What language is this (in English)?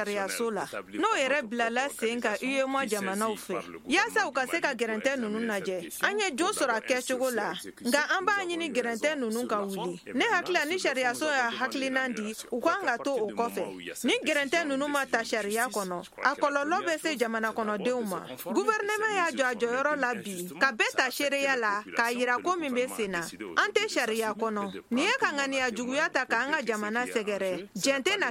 Bambara